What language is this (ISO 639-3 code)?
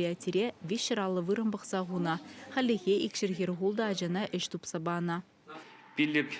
chv